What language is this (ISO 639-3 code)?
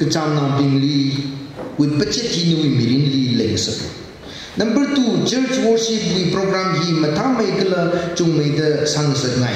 nmf